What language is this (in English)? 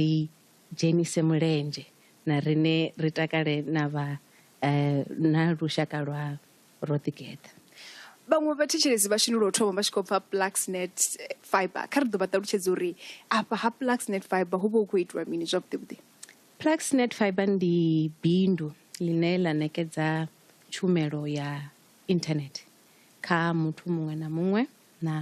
Venda